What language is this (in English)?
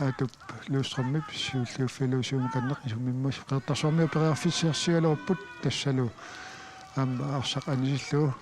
Kalaallisut